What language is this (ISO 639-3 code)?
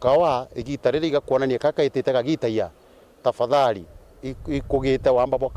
mer